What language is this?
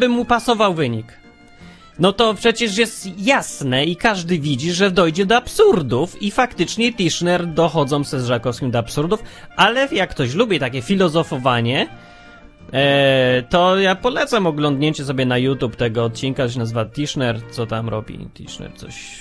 Polish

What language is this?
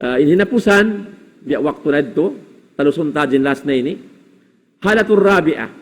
Tausug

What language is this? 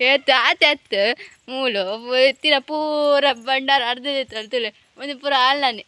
Tulu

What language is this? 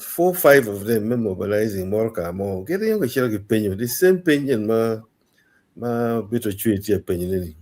Acoli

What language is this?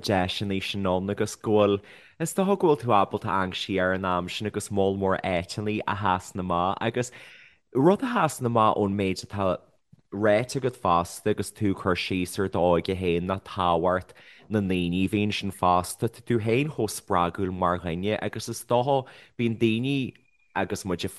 Irish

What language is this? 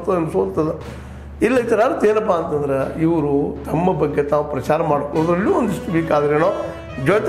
Kannada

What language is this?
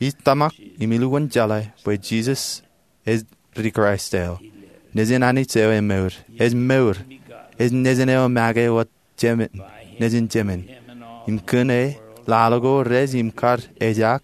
Marshallese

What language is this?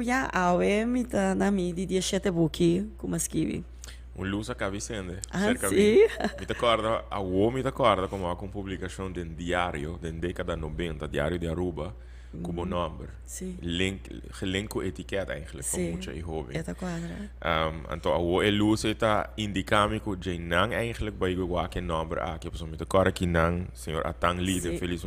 Papiamento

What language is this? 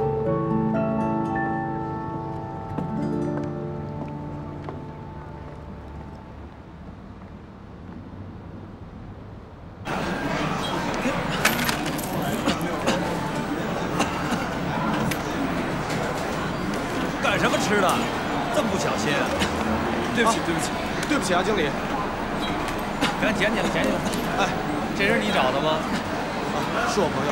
Chinese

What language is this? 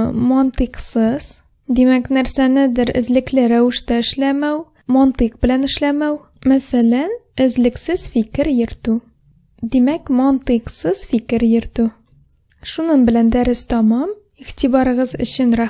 Tatar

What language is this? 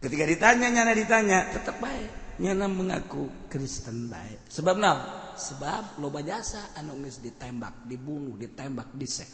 Sundanese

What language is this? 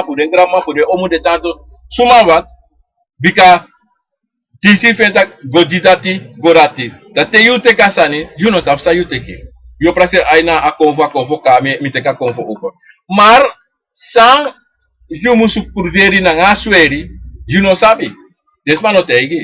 Sranan Tongo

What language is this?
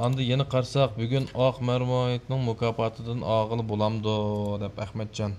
Uyghur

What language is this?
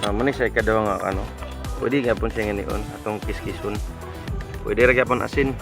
Cebuano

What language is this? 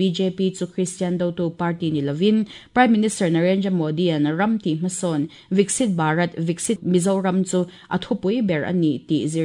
Mizo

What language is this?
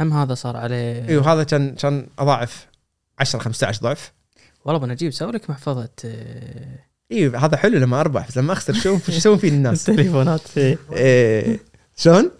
Gulf Arabic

